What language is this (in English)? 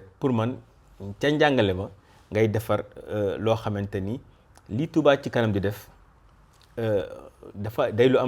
Wolof